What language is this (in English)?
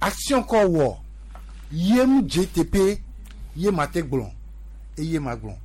Gen